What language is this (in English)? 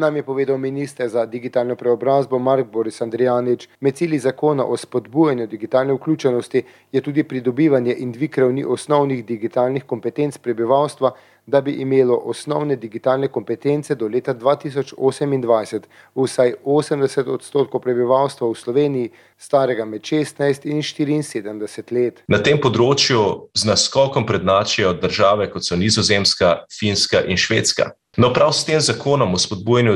Slovenian